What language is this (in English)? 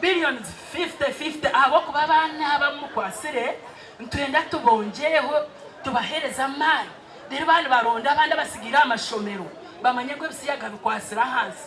Nyankole